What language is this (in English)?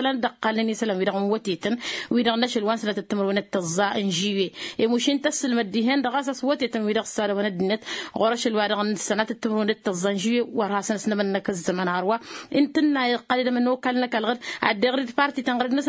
Tamasheq